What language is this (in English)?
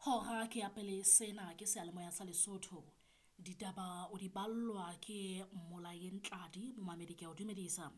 Southern Sotho